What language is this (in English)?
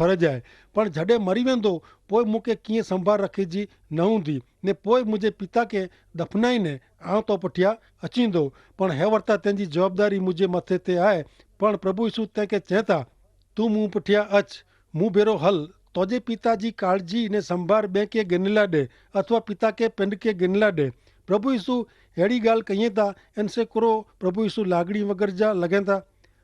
Kachhi